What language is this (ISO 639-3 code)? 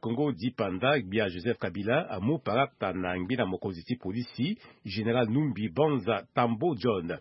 sag